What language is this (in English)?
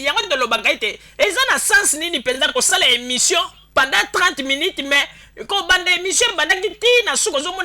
Lingala